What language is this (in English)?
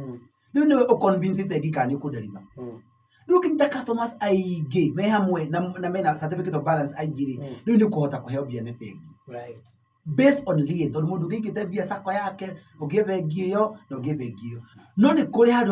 Kikuyu